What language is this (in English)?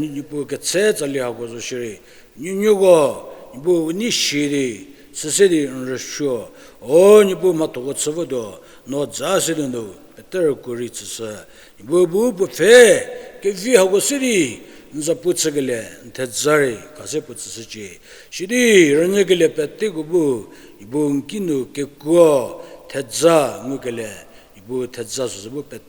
Angami Naga